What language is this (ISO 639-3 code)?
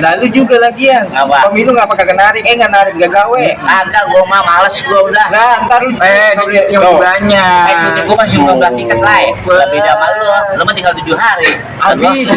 bew